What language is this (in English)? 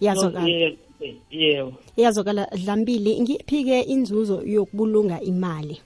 South Ndebele